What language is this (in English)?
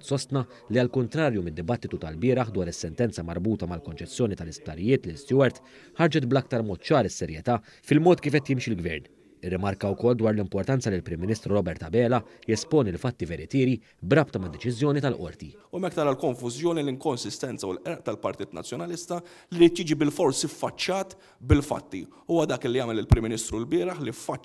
Maltese